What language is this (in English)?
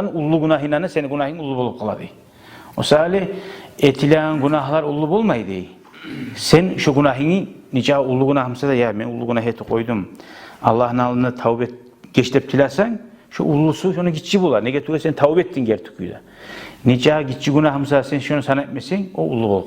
Kumyk